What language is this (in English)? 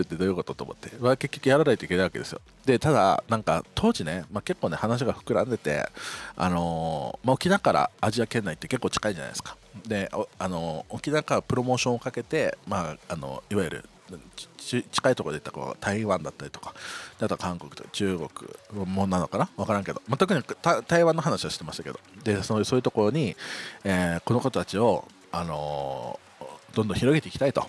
Japanese